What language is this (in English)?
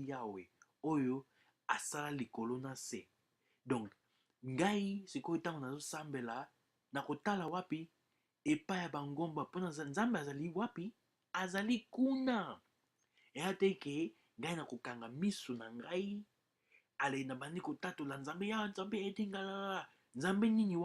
Lingala